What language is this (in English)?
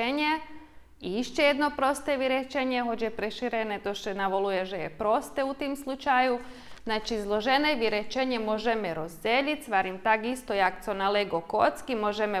Rusyn